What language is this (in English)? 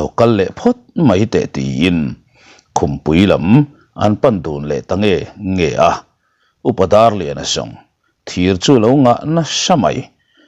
Mizo